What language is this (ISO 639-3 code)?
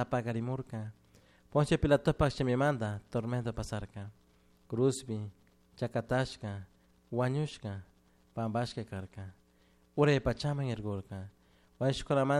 qug